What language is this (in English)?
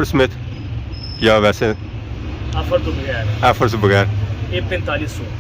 Pahari-Potwari